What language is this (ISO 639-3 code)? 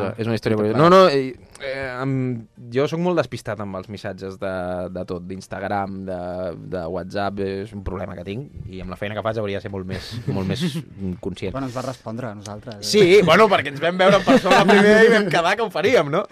cat